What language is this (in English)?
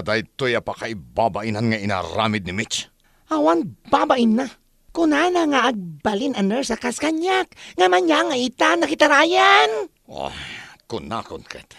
Iloko